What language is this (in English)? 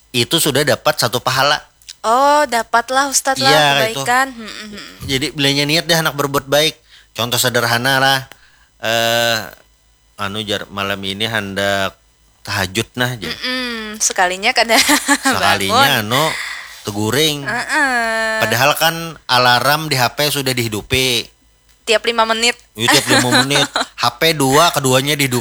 Banjar